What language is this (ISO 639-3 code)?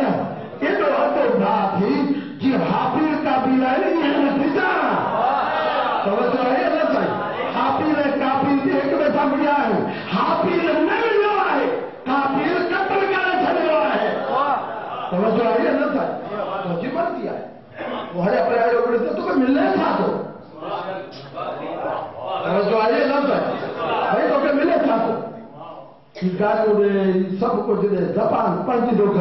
urd